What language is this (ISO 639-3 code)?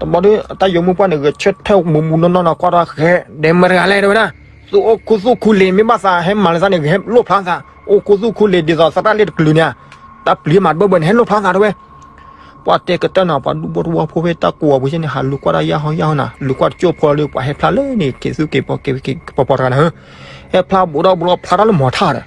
ksw